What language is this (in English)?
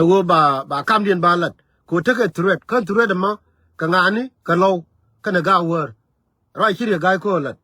Nuer